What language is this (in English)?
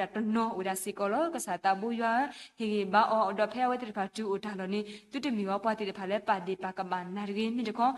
S'gaw Karen